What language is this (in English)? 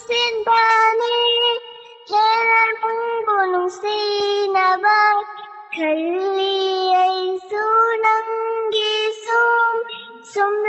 Manipuri